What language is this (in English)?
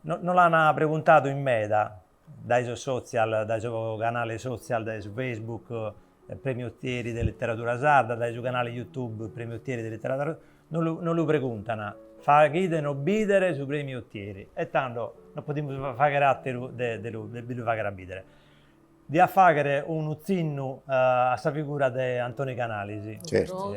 Sardinian